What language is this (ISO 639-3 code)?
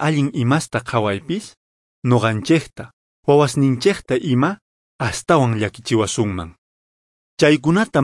que